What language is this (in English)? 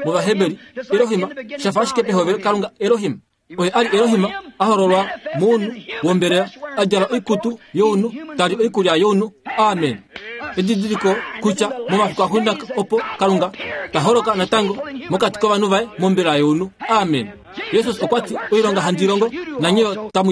Kuanyama